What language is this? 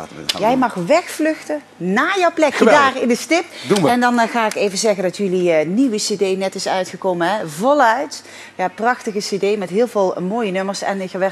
Dutch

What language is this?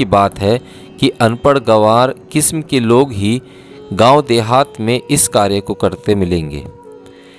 Hindi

